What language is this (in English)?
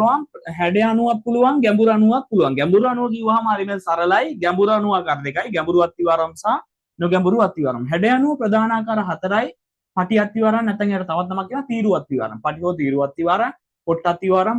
Sinhala